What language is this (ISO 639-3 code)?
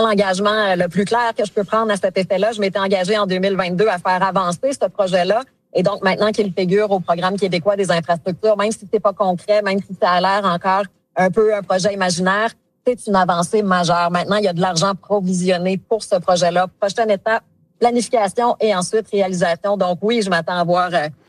fra